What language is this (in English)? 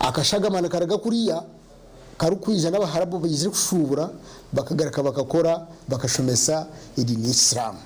Nyankole